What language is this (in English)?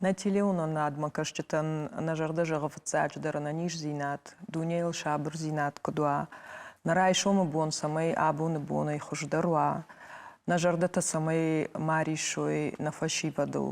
Ossetic